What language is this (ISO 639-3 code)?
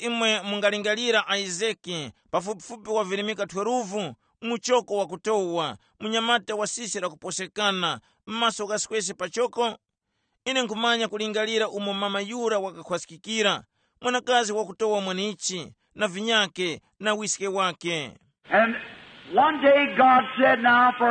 tum